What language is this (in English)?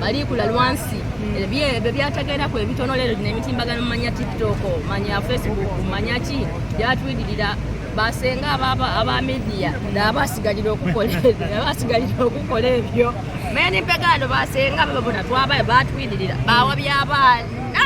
Soga